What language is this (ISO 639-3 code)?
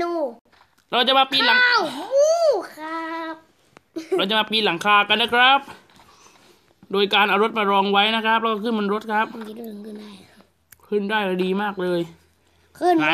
tha